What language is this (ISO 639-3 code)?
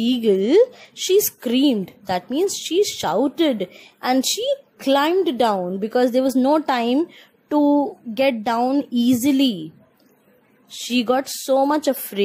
eng